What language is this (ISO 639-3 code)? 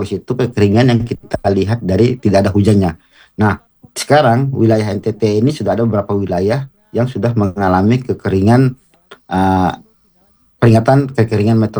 ind